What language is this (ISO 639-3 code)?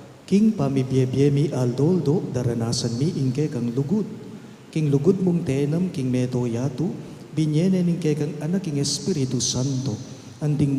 pam